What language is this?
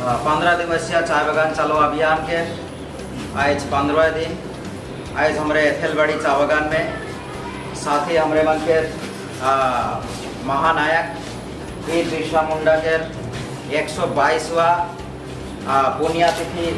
Sadri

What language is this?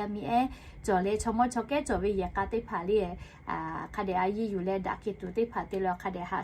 Lahu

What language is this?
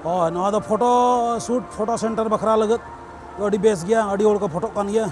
Santali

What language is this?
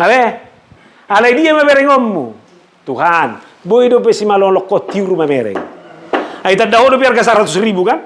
Batak Toba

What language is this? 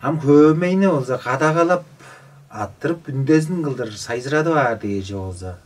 Tuvinian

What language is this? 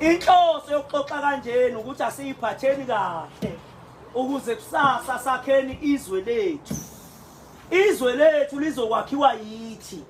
Zulu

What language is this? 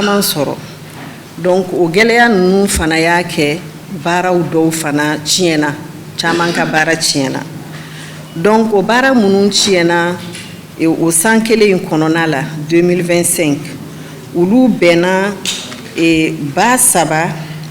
Bambara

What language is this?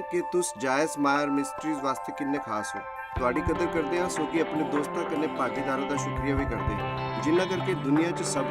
Dogri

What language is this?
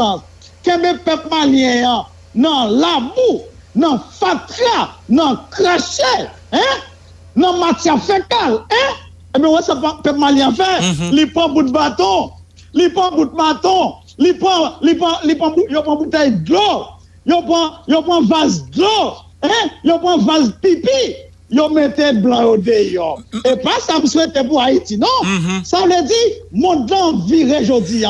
Haitian Creole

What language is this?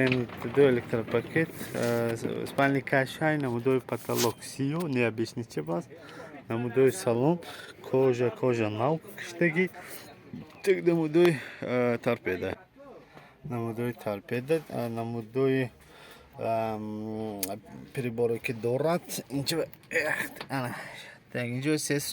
Tajik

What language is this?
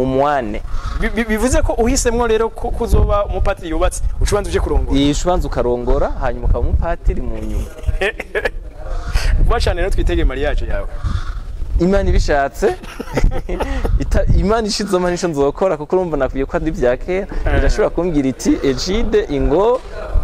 Rundi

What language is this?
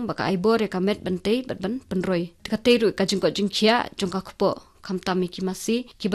Khasi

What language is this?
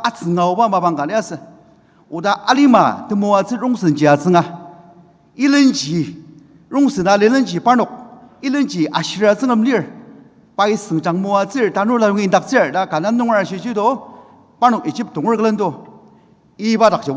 Ao Naga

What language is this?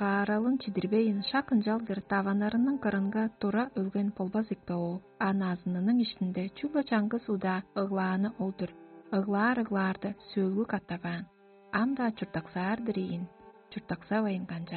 Tuvinian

